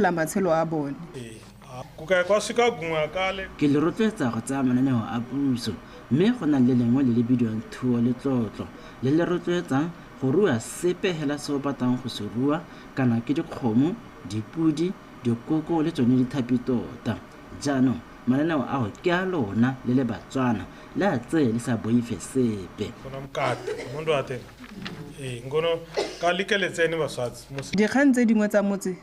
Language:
Tswana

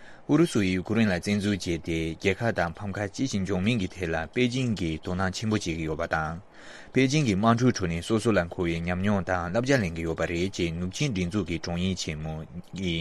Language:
Tibetan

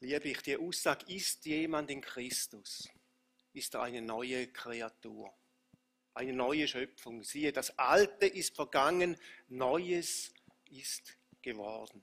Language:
Swiss German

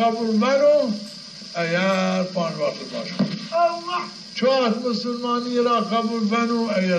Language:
Zaza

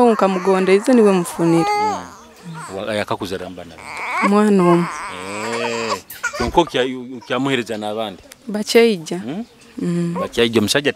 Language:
Nyoro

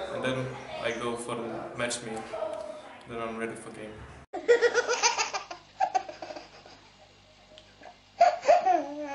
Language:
Icelandic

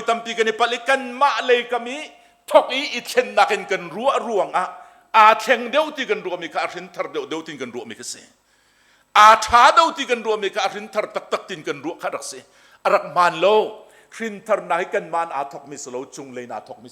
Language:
Hakha Chin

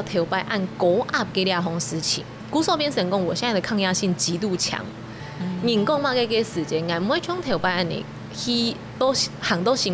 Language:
Hakka Chinese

